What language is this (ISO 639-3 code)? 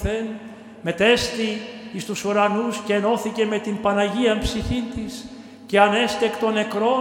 ell